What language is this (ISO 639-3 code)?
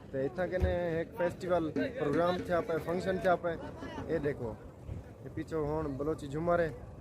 skr